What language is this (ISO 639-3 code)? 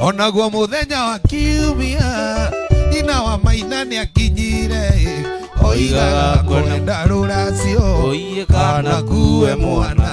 kik